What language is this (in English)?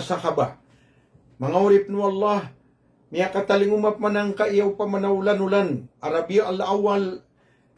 Maranao